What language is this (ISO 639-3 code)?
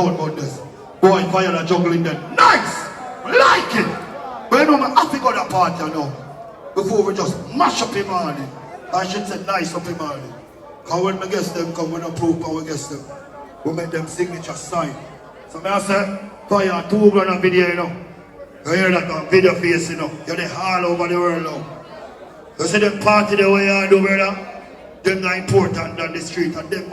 jam